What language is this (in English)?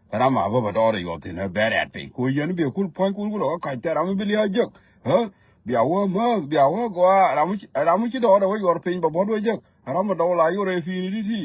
Nuer